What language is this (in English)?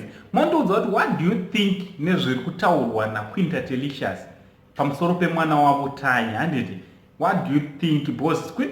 Shona